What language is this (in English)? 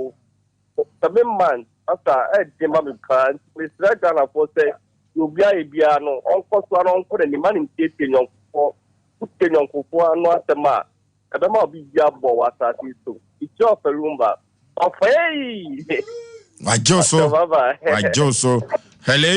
Akan